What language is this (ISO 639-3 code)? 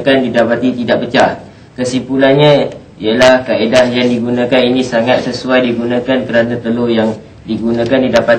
msa